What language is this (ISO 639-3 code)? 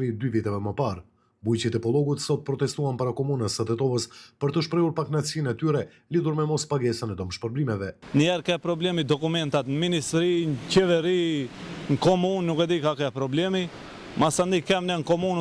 sqi